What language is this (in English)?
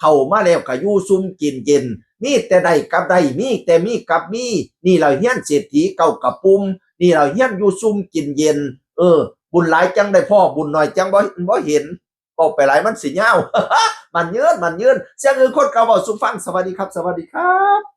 Northeastern Thai